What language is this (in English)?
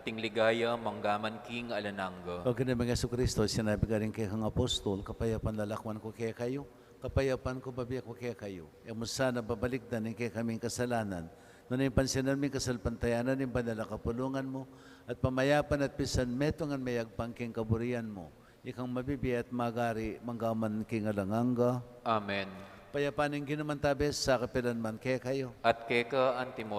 Pampanga